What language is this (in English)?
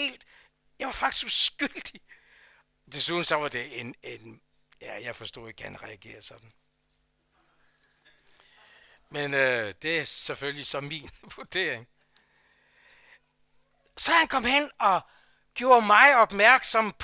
Danish